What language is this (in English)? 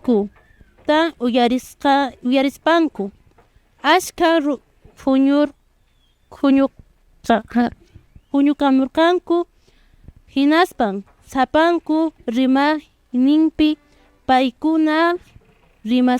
Quechua